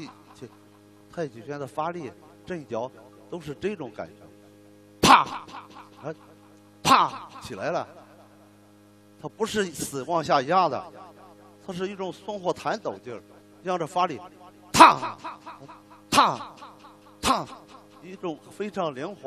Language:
Chinese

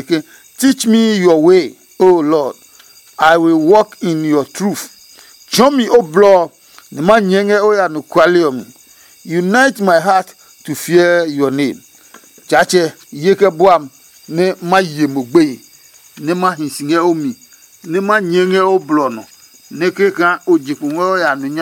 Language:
Adangme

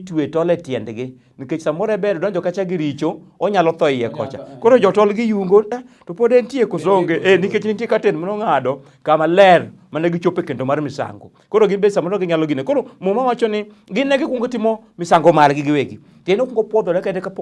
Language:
Luo (Kenya and Tanzania)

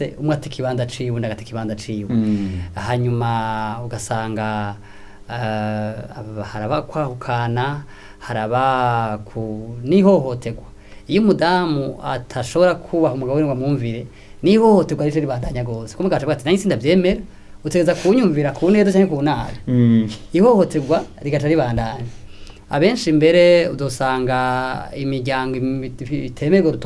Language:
Rundi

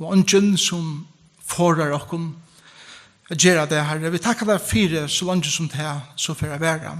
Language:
Faroese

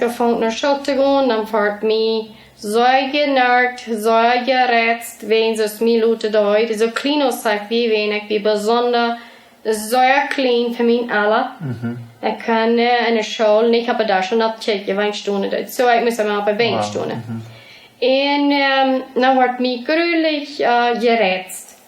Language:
Plautdietsch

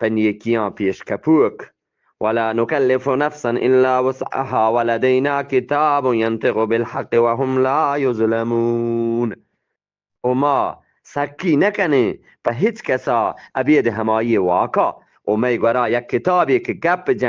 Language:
Eastern Balochi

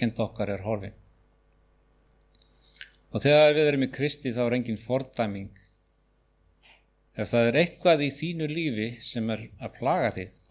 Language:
Icelandic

